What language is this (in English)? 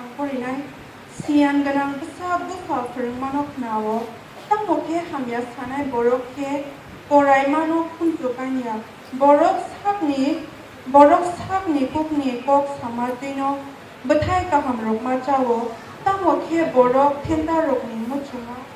Kok Borok